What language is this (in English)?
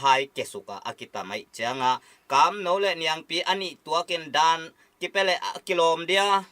Tedim Chin